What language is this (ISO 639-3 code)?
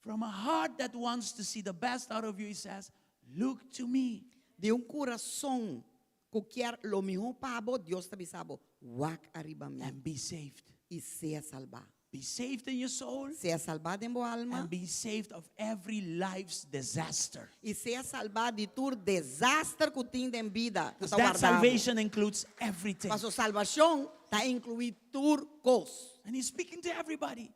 pap